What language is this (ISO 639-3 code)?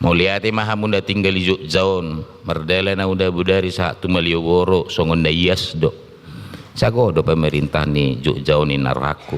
bbc